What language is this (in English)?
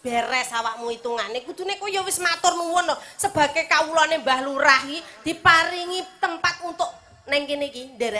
Javanese